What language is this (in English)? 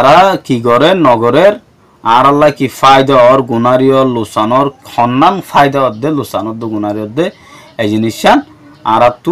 Rohingya